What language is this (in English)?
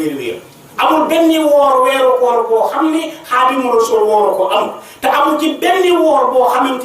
Wolof